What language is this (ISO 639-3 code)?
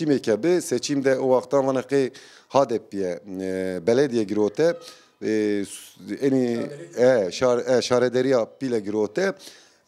zza